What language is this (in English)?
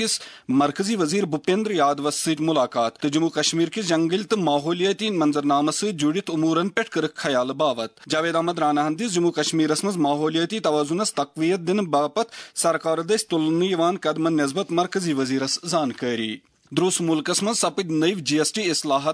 Kashmiri